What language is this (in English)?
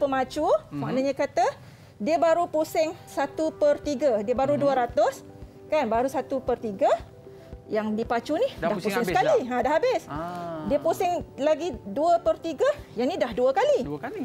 Malay